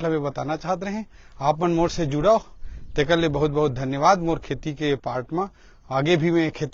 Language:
Chhattisgarhi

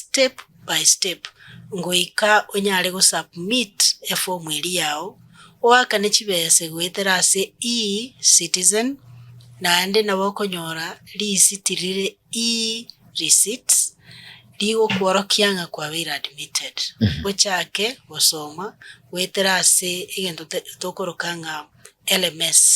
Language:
Gusii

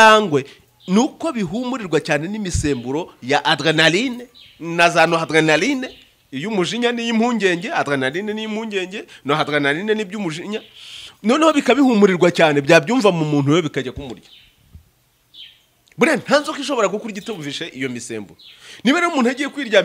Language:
Kinyarwanda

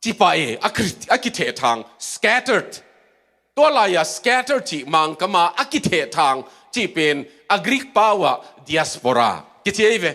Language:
Tedim Chin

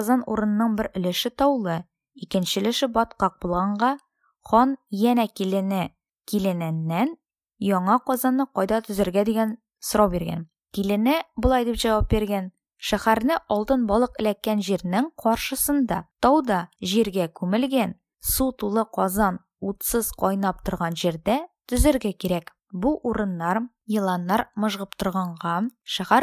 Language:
Tatar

